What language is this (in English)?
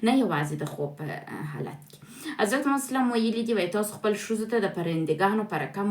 Pashto